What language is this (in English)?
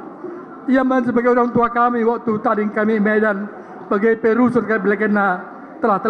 Batak Karo